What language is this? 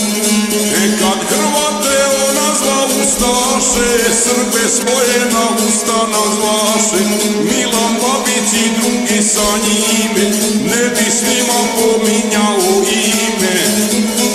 Croatian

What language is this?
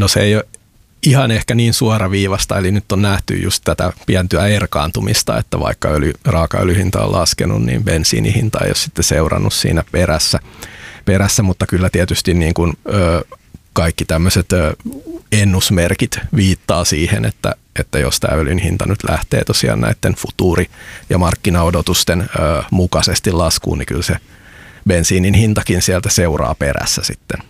Finnish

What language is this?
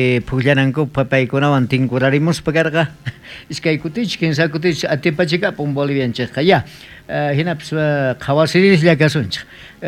South Bolivian Quechua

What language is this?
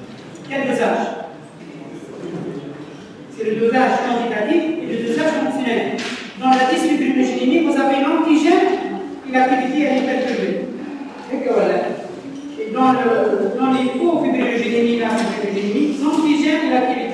French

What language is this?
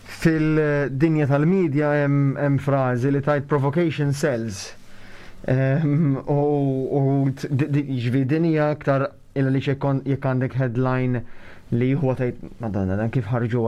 Maltese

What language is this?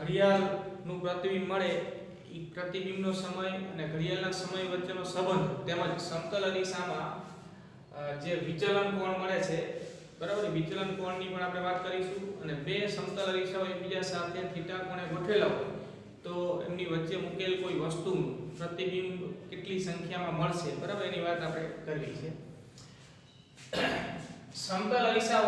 Gujarati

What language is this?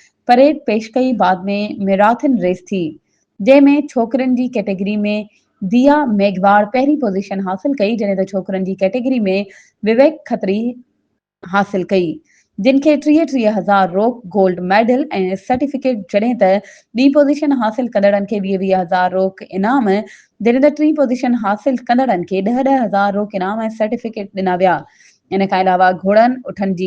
Sindhi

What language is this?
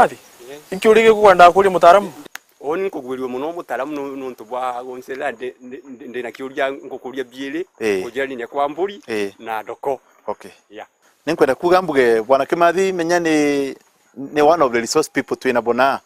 Meru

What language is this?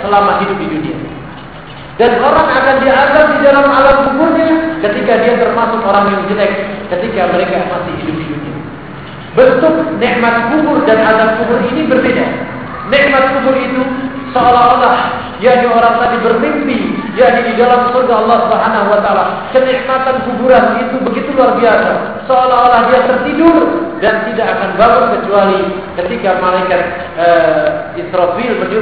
Indonesian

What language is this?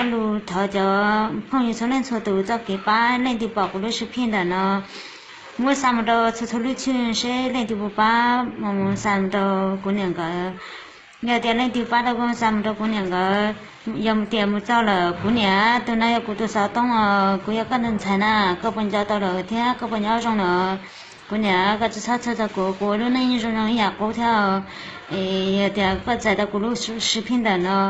Hmong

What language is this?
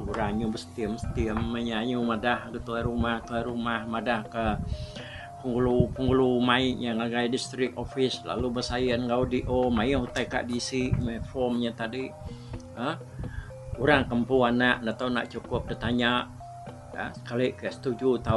Iban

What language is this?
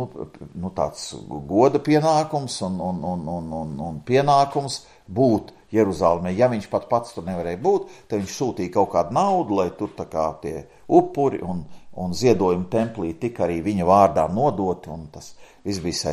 Latvian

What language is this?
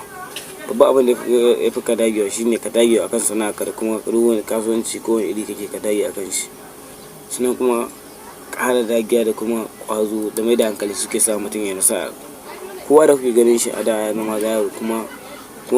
Hausa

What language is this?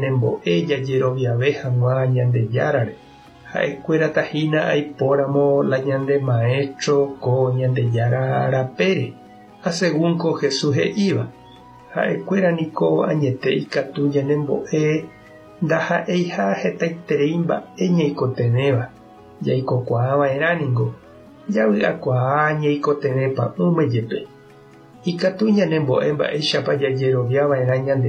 Guarani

